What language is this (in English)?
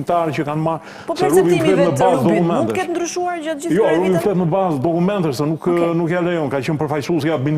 Albanian